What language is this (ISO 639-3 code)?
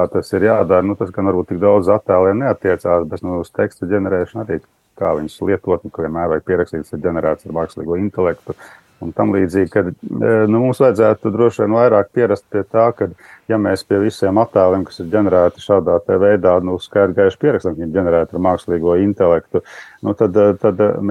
lav